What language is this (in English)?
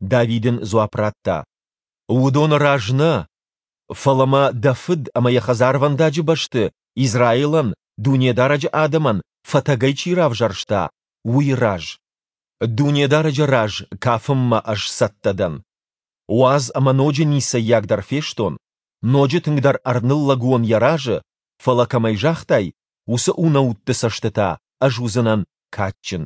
Ossetic